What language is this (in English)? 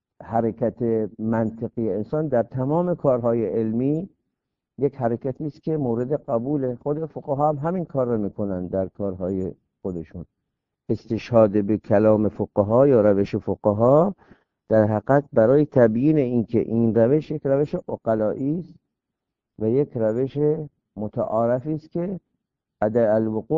Persian